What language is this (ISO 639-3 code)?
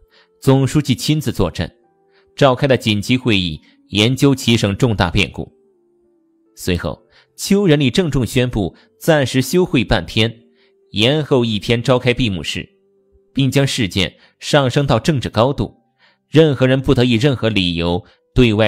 zho